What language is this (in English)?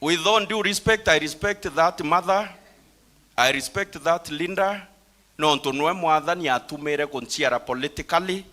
Meru